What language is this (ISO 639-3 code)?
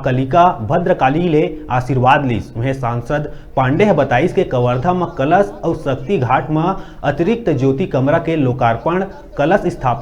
hne